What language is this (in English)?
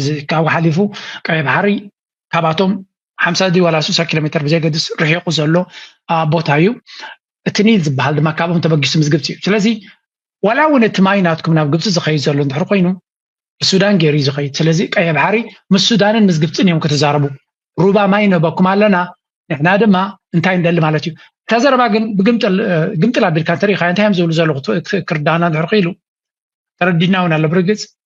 Tigrinya